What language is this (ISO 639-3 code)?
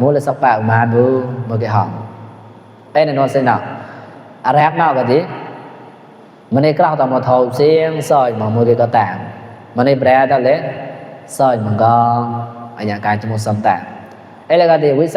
mnw